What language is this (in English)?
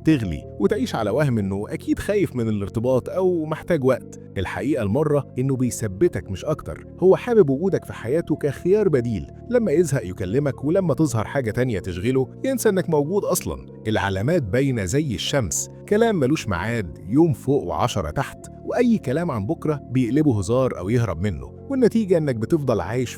Egyptian Arabic